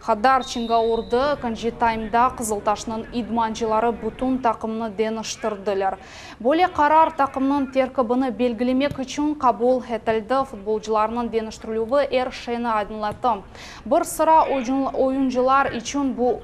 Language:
Crimean Tatar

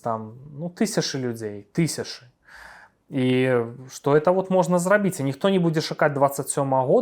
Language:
Belarusian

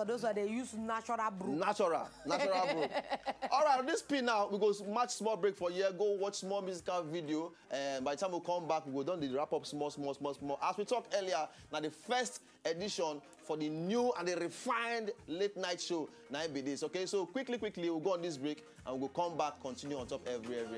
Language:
Nigerian Pidgin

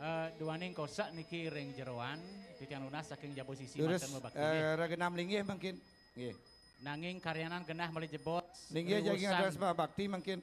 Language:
Balinese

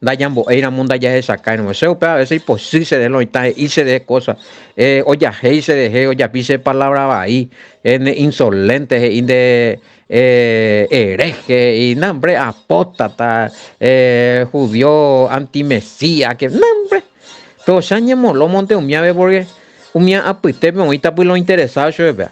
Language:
Guarani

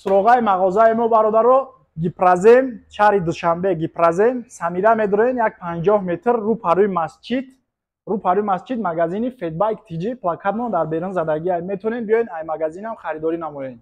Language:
Tajik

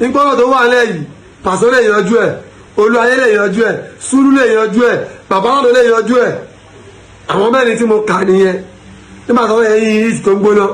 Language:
Yoruba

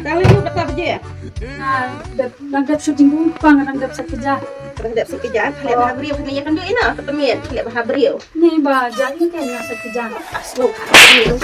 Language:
Khasi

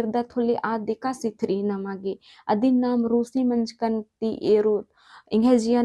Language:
Kurukh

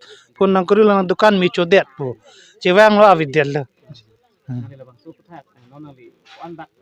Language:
Karbi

